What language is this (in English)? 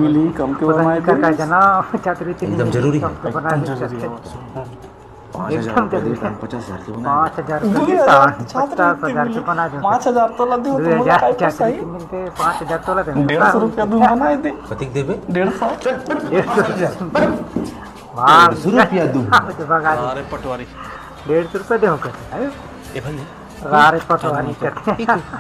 Chhattisgarhi